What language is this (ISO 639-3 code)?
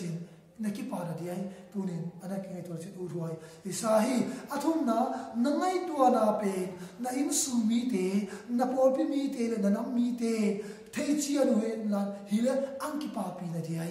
ctd